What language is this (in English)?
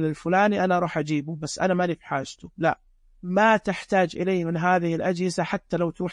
Najdi Arabic